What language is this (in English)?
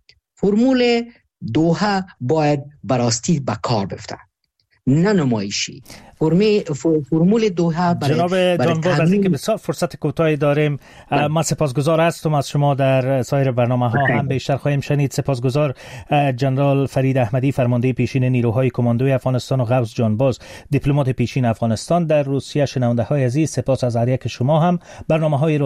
Persian